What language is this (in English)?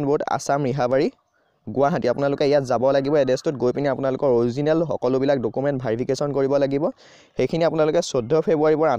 Assamese